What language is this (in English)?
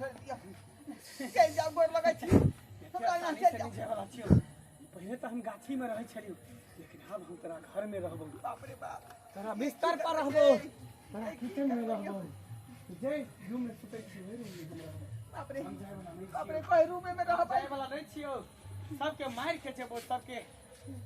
Maithili